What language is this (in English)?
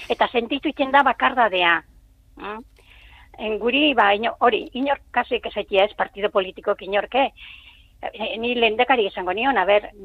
Basque